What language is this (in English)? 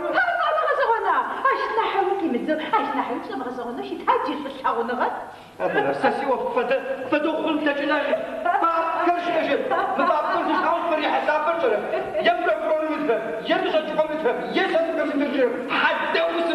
Adyghe